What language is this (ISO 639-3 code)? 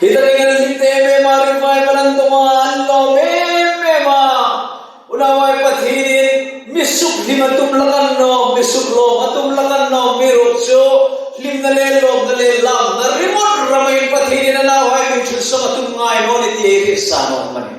hmr